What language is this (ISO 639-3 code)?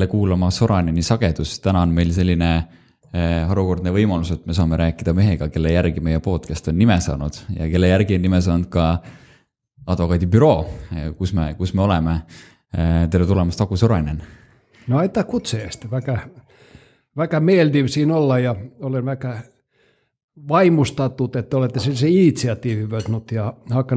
est